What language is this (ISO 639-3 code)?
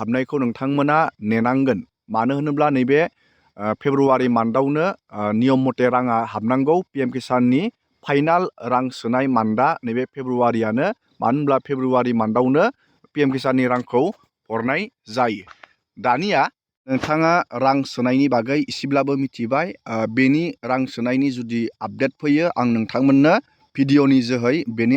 brx